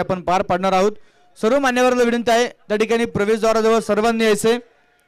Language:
Marathi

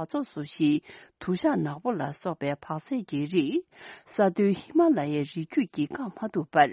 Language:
Tibetan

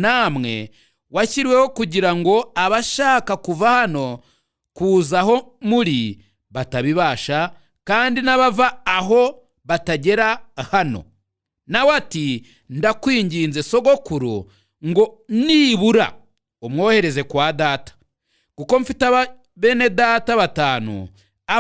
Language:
Kinyarwanda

